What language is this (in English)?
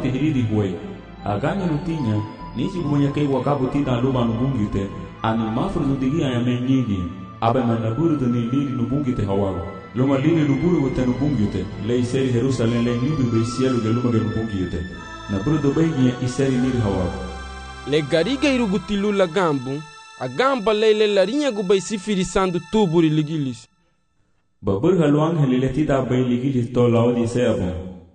Garifuna